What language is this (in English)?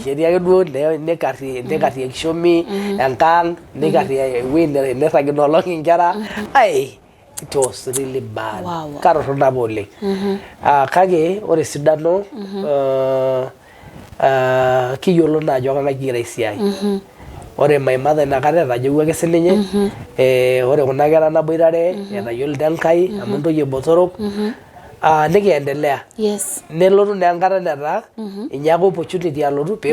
Masai